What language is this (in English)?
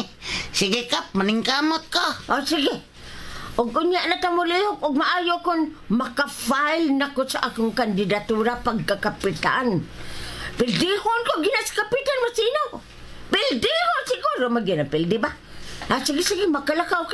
Cebuano